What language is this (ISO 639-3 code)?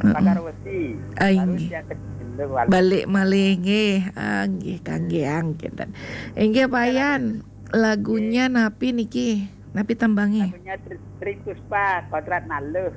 ban